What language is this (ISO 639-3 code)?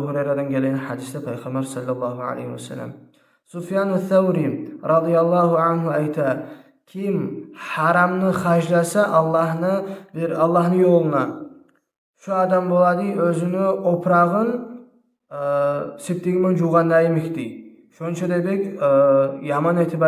kum